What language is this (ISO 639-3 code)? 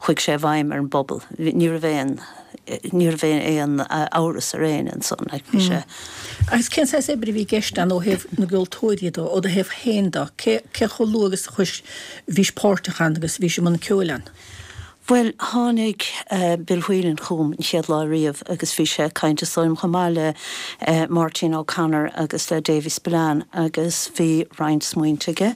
gle